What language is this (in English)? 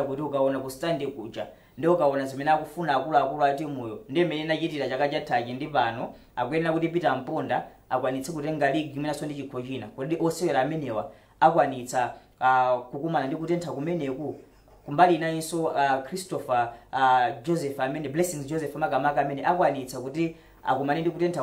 Nyanja